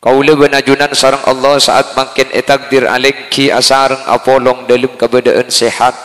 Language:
Madurese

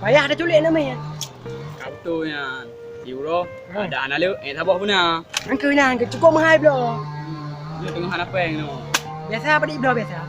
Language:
Achinese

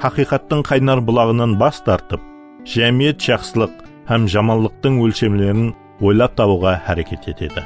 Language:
Kara-Kalpak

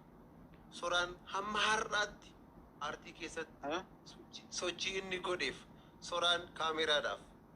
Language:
Oromo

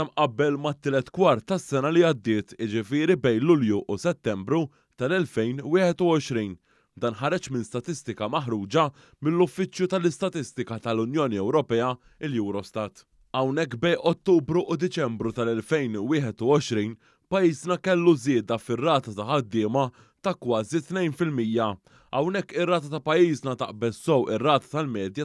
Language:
Maltese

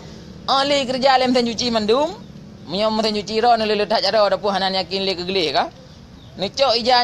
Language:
Achinese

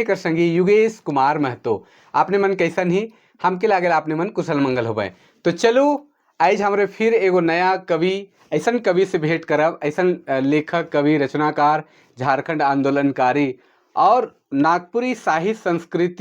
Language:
Sadri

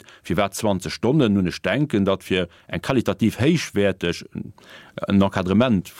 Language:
Luxembourgish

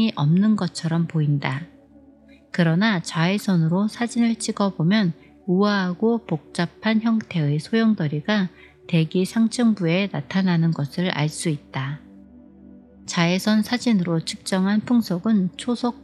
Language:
Korean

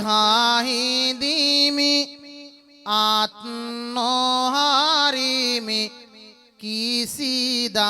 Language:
Sinhala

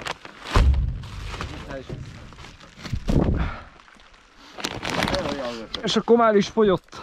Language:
Hungarian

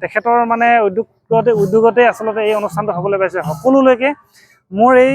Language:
Assamese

